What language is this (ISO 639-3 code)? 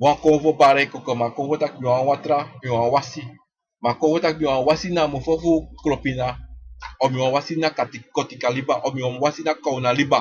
srn